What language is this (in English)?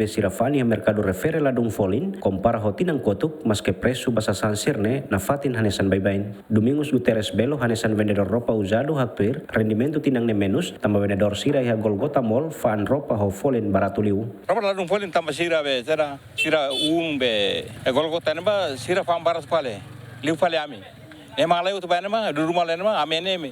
Tetum